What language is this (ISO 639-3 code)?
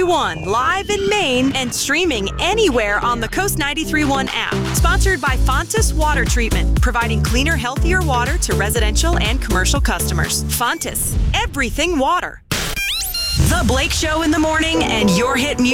eng